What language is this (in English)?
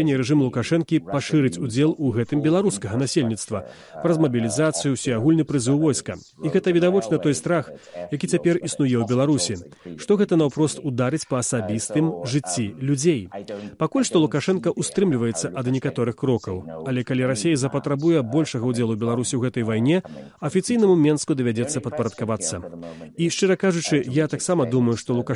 Belarusian